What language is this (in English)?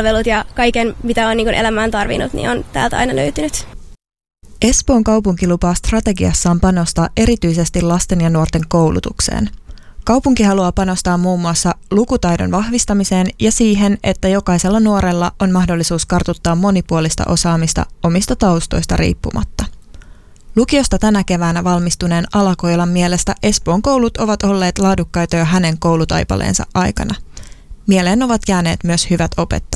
Finnish